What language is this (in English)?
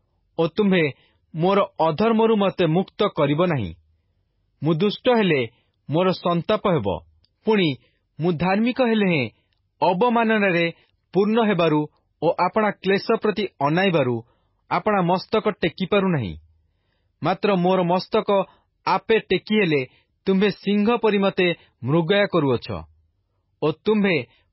Odia